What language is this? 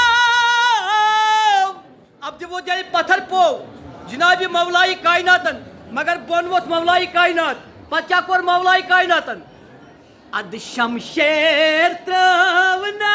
Kashmiri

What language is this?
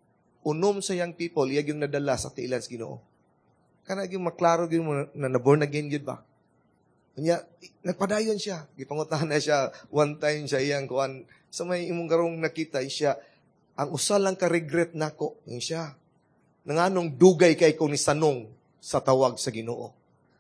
Cebuano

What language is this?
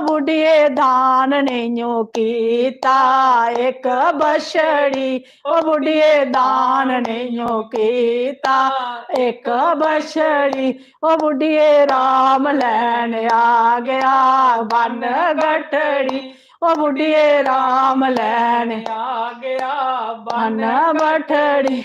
Dogri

